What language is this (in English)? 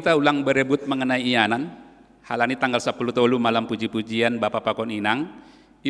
Batak Simalungun